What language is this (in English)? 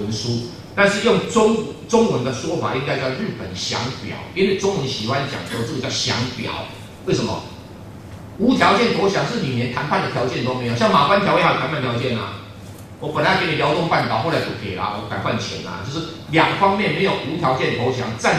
Chinese